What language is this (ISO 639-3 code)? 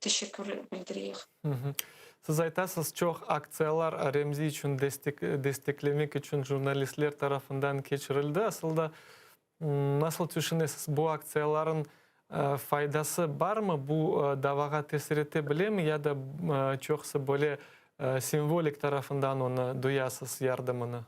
crh